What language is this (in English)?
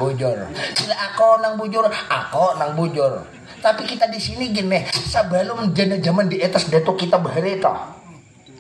Banjar